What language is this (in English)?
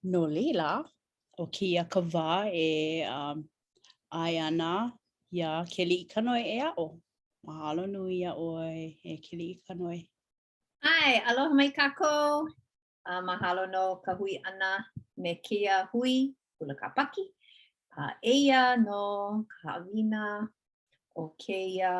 Hawaiian